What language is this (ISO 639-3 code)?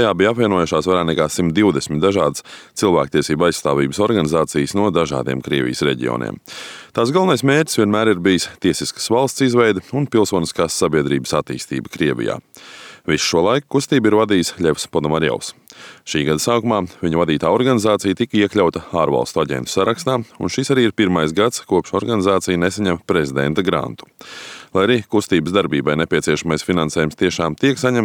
lav